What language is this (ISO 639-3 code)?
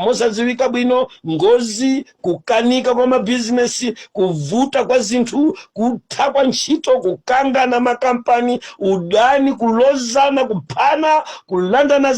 nya